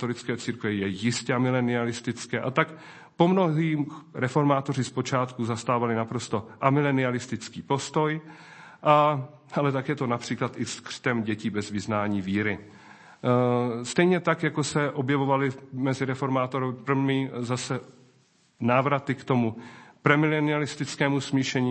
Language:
Czech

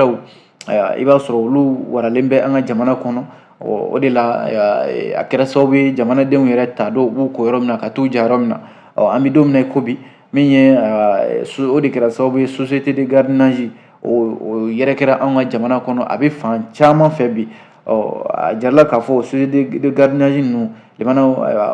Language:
Bambara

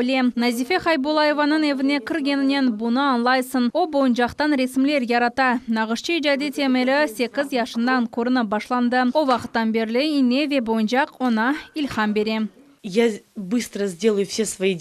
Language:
Crimean Tatar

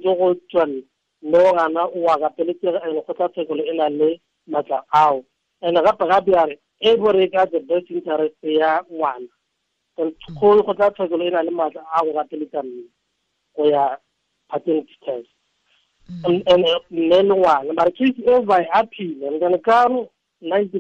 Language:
Tswana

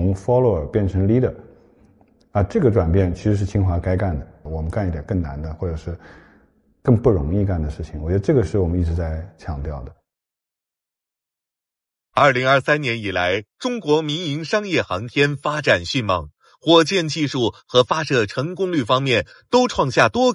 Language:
Chinese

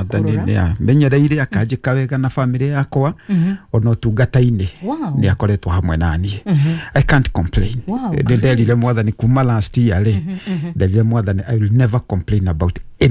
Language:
Kikuyu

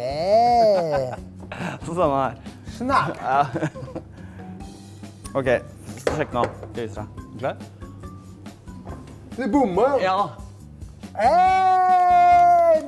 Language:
Norwegian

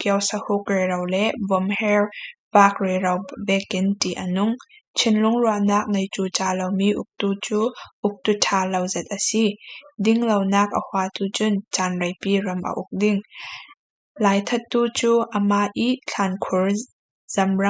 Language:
Falam Chin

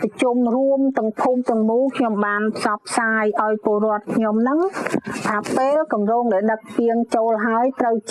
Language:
Khmer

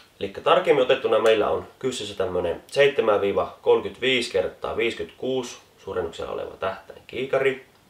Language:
Finnish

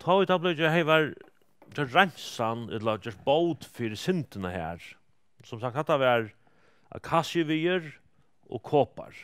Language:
Faroese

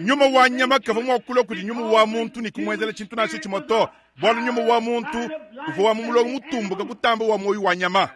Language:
Luba-Lulua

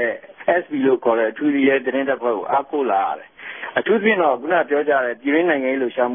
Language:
Burmese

